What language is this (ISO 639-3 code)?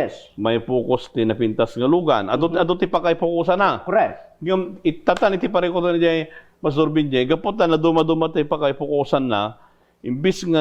ilo